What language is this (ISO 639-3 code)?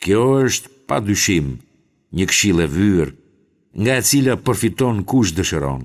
sqi